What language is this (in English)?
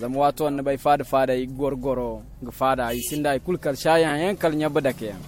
Zarma